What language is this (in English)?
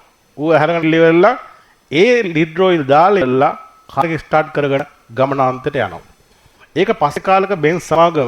Sinhala